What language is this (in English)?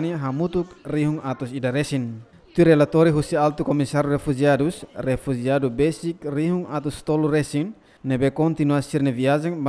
Tetum